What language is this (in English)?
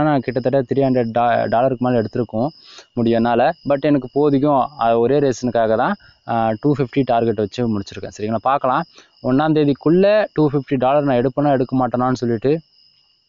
Tamil